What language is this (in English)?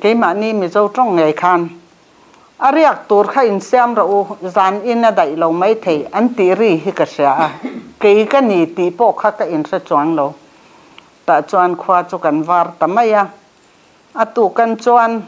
Mizo